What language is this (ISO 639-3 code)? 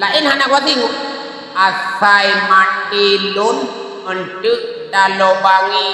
ace